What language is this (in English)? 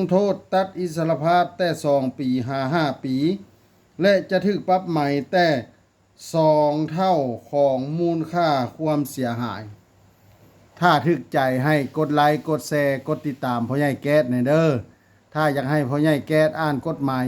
Lao